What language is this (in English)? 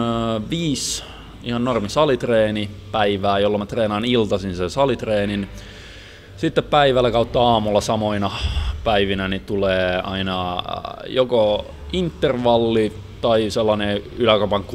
Finnish